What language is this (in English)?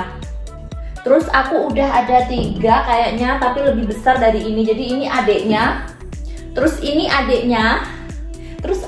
Indonesian